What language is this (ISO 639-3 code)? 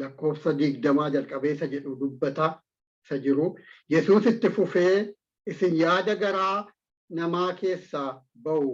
orm